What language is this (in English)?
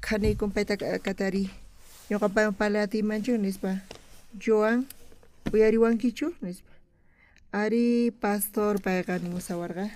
South Bolivian Quechua